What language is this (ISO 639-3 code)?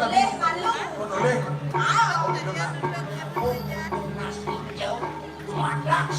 ban